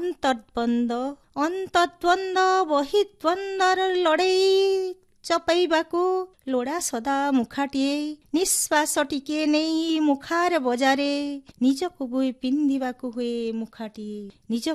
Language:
Odia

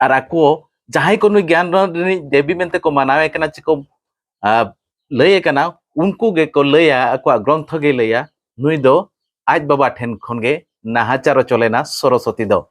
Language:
Santali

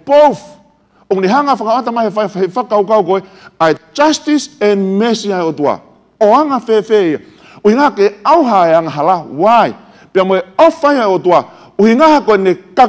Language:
Tongan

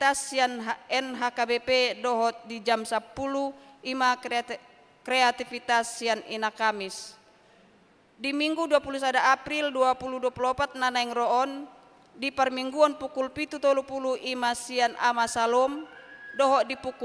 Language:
Batak Toba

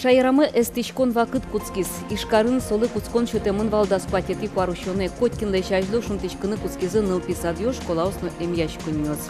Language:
Udmurt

